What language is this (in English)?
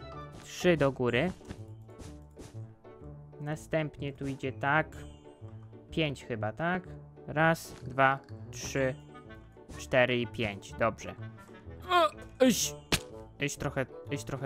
Polish